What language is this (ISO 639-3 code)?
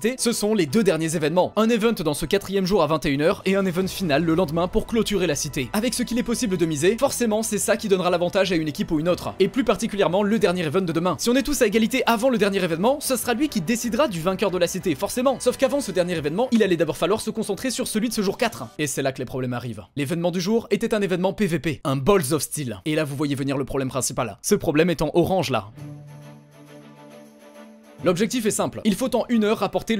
fra